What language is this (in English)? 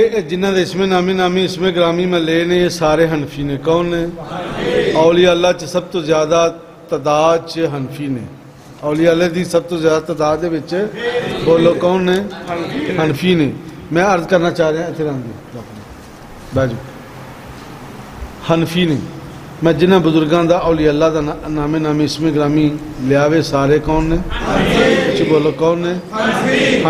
Western Panjabi